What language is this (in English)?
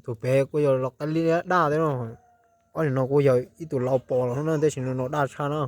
Hmong